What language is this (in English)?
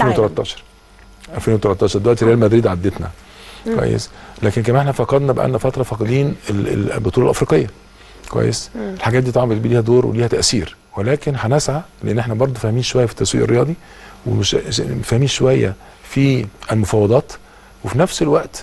Egyptian Arabic